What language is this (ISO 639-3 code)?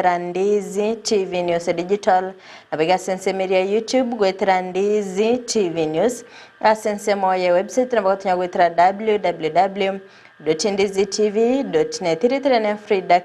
guz